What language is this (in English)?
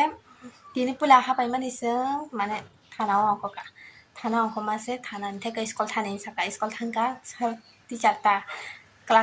Kok Borok